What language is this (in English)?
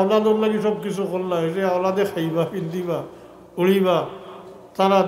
Sylheti